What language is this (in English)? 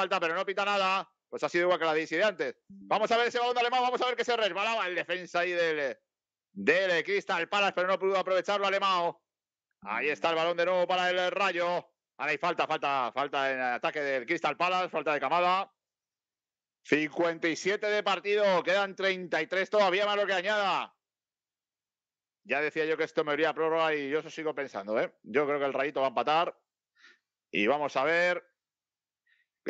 Spanish